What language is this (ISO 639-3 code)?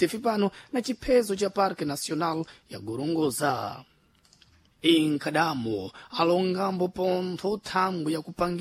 seh